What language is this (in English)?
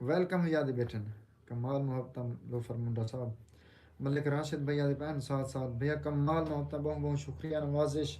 Saraiki